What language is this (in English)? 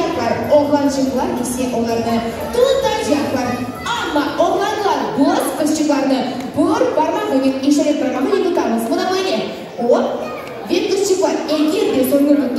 Crimean Tatar